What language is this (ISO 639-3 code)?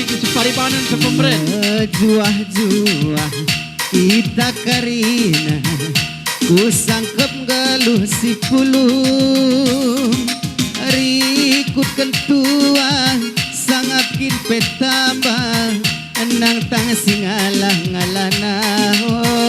btx